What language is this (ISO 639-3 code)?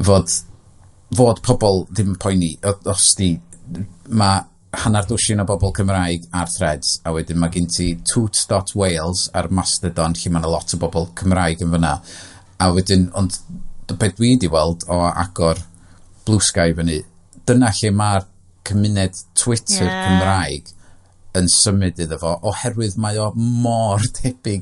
cym